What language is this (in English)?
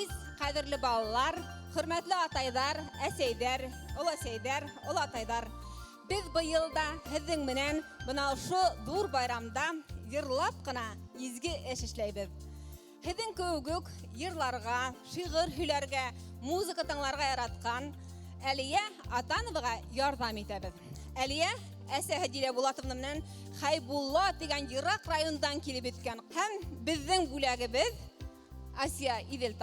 Bashkir